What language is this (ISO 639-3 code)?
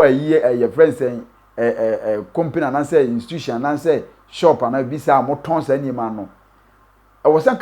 aka